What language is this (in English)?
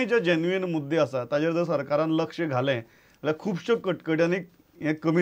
Konkani